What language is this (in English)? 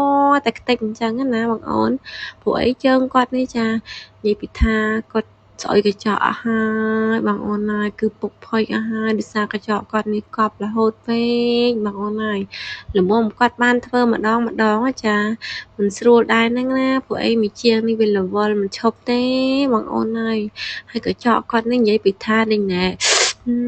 Khmer